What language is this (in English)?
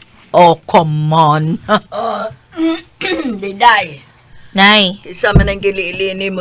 Cebuano